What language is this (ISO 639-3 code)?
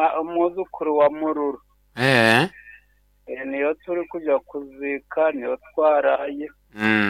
nyo